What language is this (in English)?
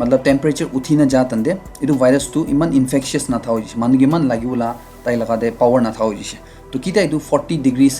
Naga Pidgin